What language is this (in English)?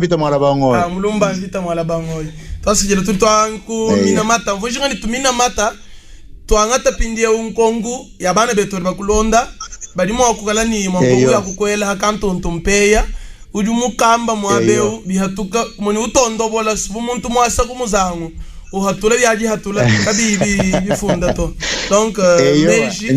Luba-Lulua